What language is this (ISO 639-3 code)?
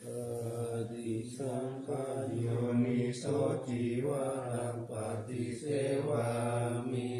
pli